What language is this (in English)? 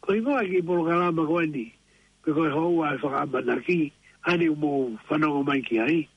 Tongan